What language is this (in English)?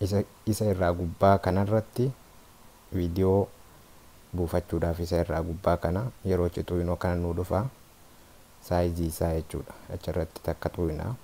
Oromo